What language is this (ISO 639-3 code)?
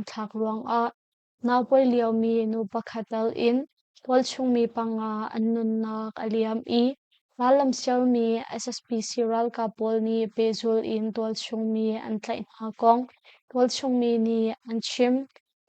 cnh